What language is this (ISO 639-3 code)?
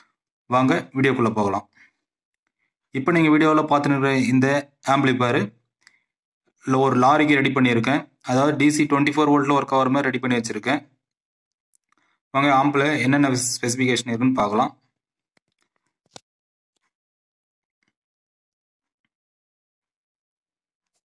tam